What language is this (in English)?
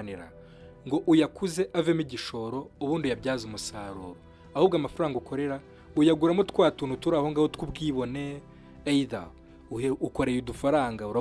Kinyarwanda